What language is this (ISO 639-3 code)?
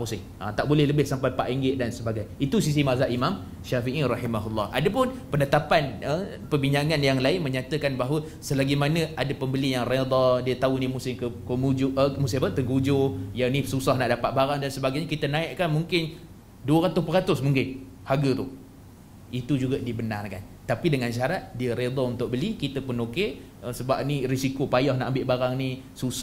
msa